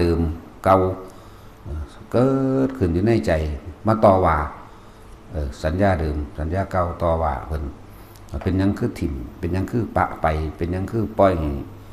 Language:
Northeastern Thai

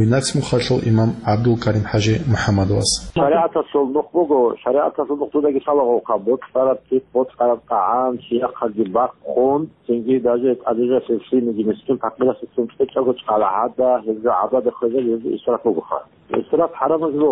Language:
Avaric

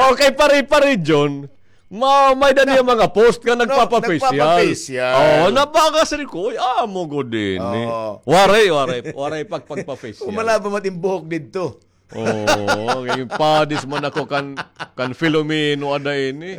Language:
Waray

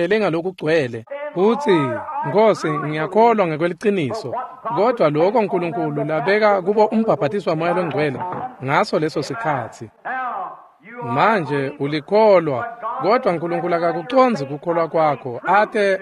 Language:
Swati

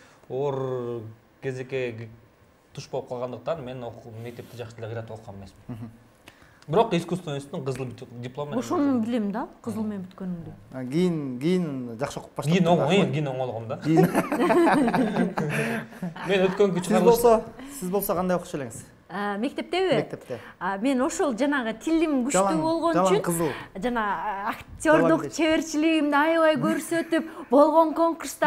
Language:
Kyrgyz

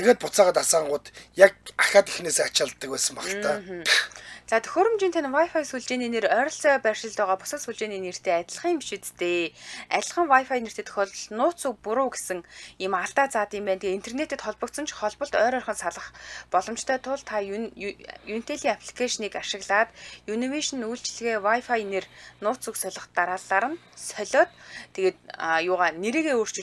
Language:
Mongolian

